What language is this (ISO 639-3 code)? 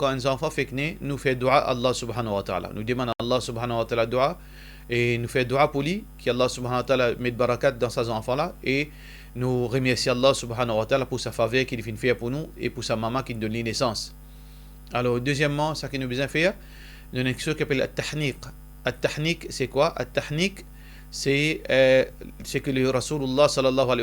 mfe